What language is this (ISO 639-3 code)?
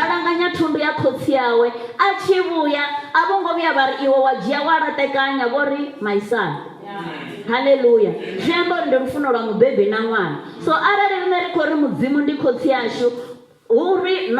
ven